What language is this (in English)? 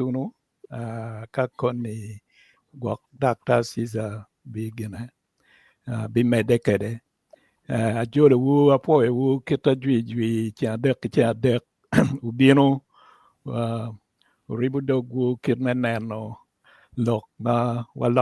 Acoli